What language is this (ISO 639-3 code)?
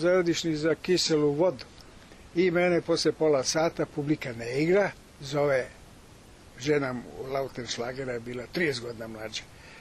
srp